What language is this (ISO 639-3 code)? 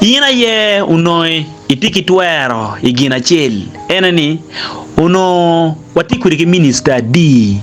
ach